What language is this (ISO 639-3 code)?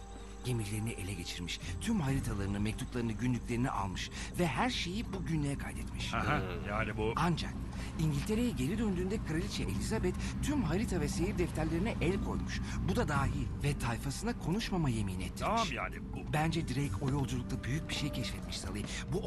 tur